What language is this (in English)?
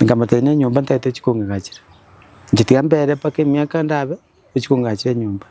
Gusii